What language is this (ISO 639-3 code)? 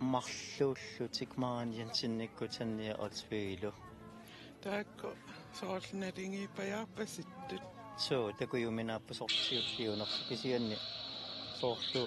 kal